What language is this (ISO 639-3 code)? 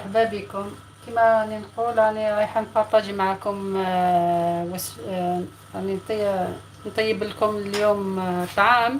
arq